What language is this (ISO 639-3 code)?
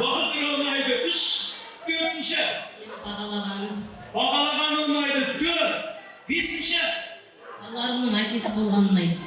kaa